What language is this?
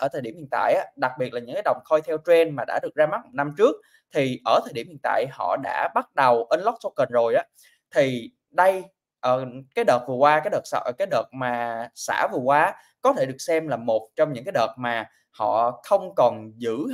Vietnamese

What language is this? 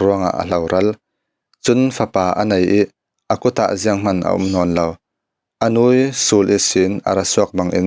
Falam Chin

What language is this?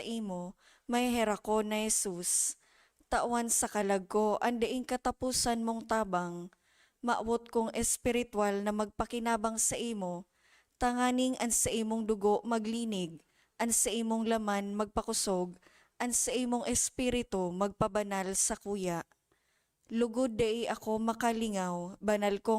Bikol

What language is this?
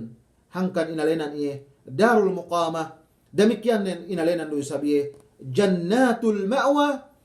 Yakan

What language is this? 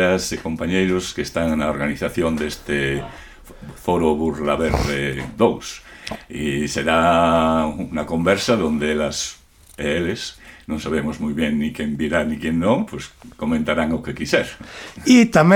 Galician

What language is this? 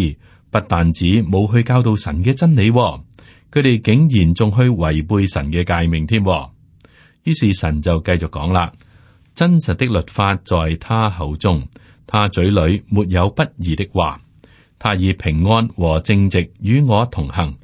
Cantonese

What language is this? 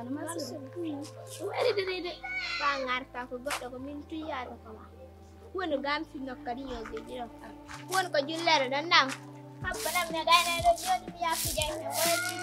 Pular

